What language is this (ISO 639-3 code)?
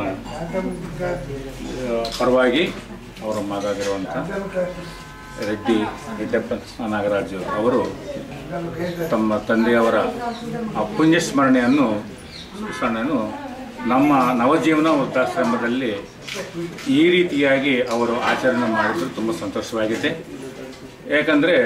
kan